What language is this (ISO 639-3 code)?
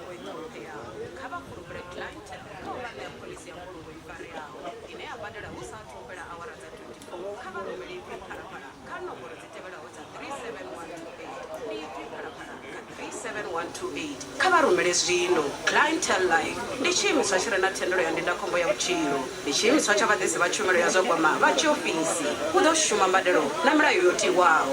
ven